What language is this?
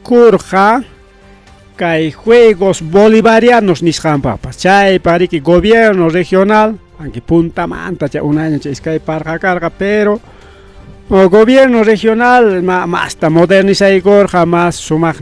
Ayacucho Quechua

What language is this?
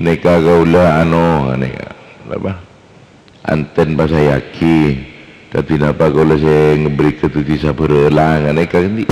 Madurese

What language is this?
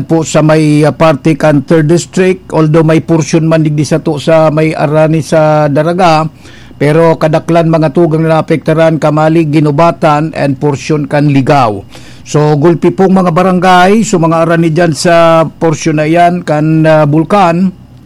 Bikol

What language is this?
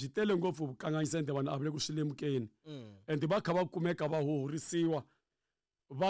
Tsonga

